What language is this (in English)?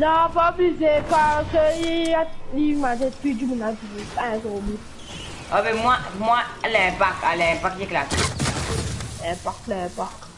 Morisyen